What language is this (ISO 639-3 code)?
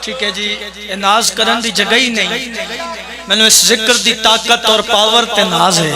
phr